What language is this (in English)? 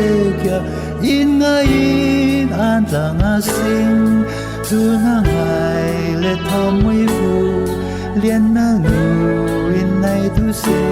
Falam Chin